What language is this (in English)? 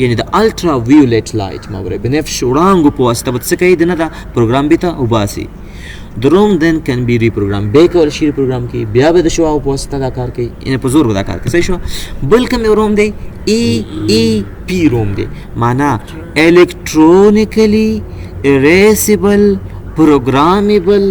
Pashto